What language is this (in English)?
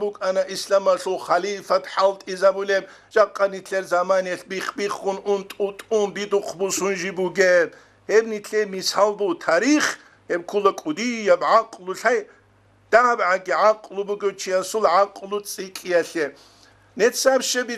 Avaric